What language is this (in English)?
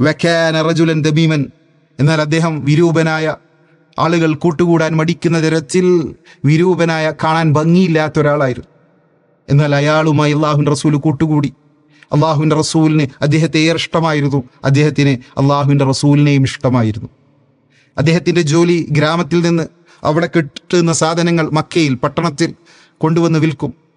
Malayalam